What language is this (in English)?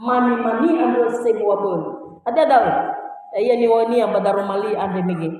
Nias